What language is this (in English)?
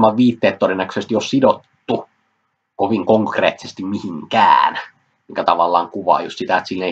Finnish